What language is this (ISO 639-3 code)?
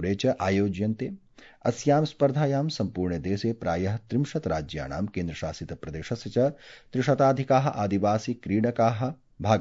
san